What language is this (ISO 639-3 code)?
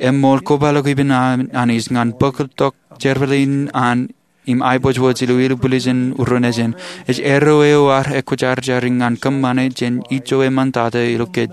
mah